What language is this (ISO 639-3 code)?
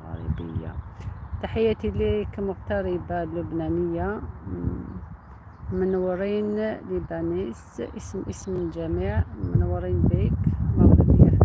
arq